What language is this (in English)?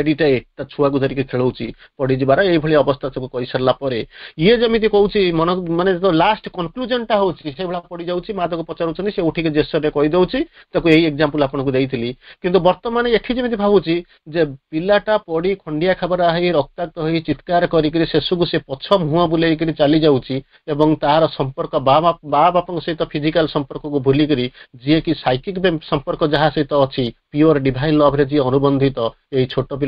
Odia